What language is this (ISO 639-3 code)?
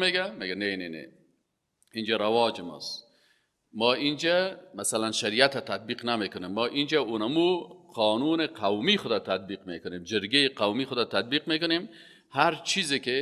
fas